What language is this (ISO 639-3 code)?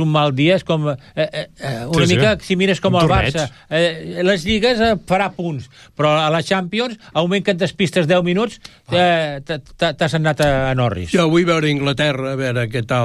cat